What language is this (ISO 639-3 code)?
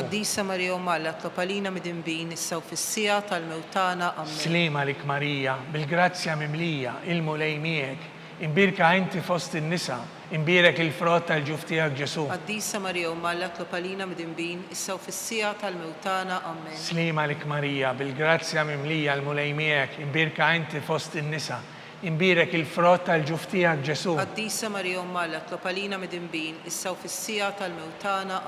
mlt